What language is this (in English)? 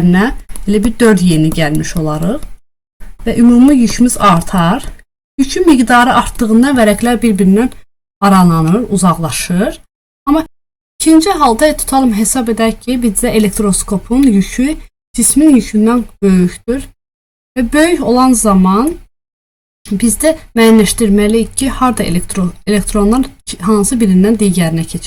Azerbaijani